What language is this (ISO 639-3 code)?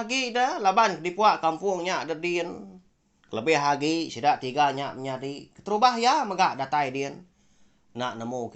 iba